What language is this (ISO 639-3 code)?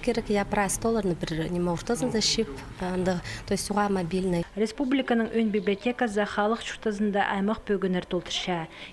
kjh